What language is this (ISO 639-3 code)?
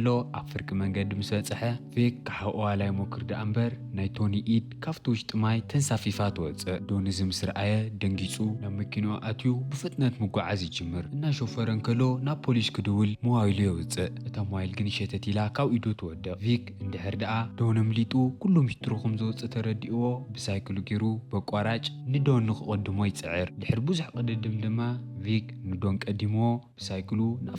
tir